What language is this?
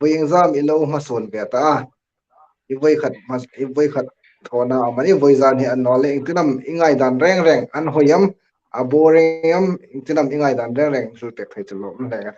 Hmar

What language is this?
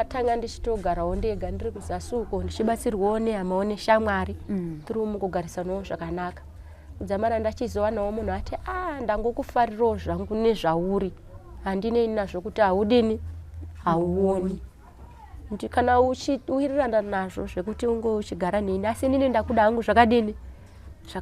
Shona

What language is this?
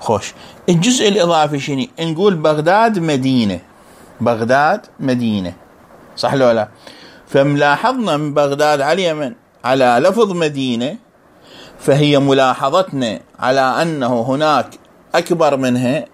Mesopotamian Arabic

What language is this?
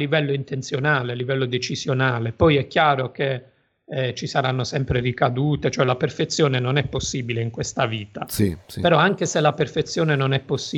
Italian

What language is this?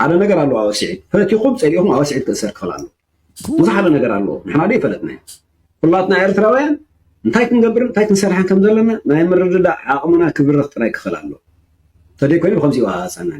Tigrinya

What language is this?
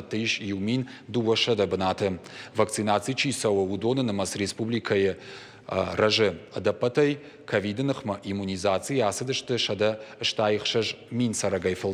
Ossetic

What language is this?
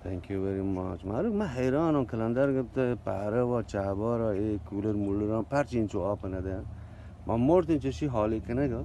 Eastern Balochi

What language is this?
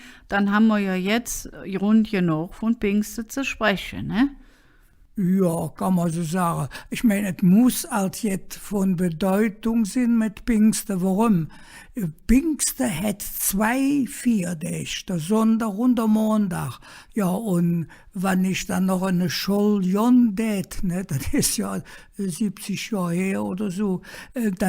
Colognian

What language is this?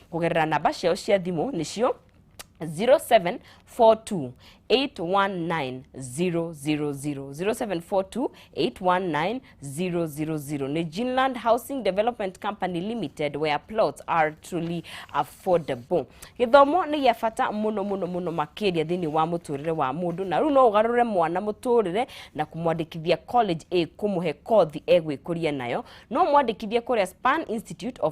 Kikuyu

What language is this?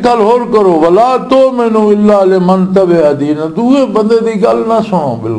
Western Panjabi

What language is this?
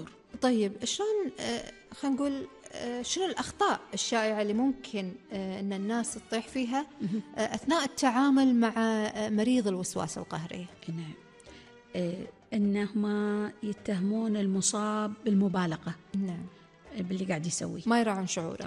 Gulf Arabic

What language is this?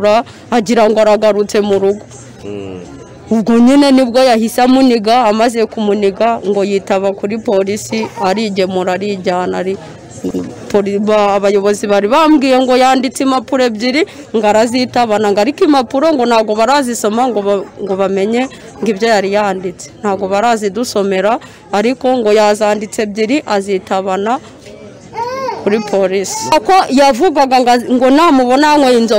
Kinyarwanda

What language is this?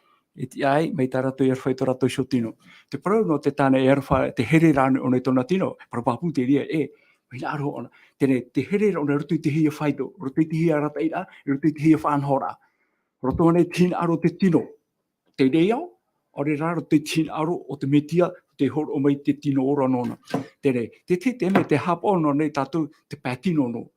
Tahitian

